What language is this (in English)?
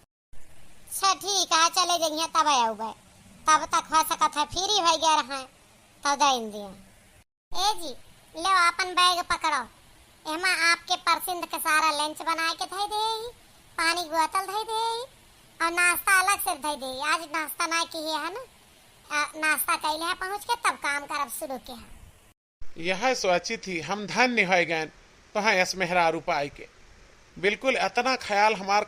Awadhi